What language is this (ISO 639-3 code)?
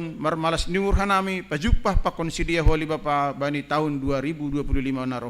bts